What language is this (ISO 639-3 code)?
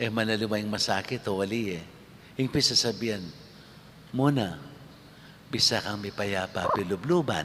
pam